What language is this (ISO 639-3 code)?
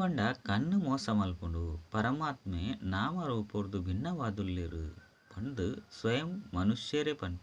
tcy